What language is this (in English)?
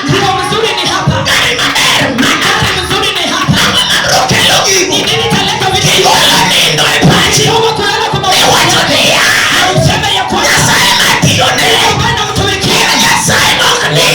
Luo (Kenya and Tanzania)